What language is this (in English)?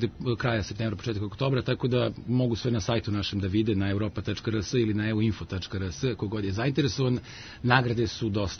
Serbian